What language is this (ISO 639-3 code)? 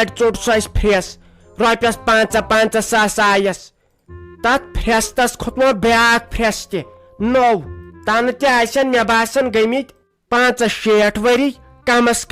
kas